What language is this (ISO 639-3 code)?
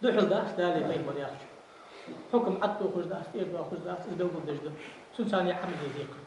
inh